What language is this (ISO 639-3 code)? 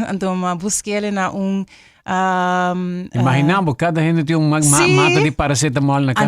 pap